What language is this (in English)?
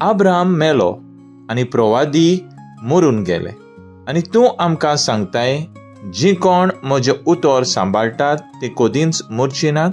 Konkani